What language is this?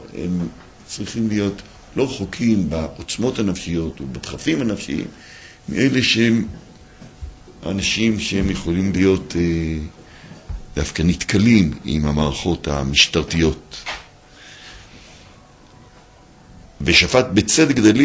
Hebrew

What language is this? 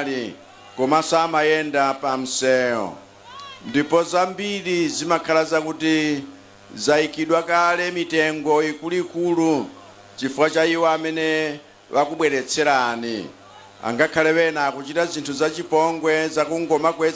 Nyanja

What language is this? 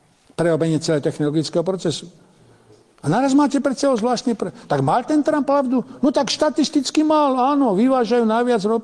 Slovak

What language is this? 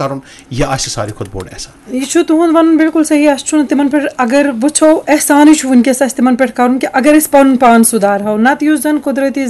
Kashmiri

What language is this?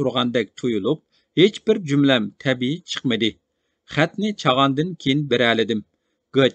Uyghur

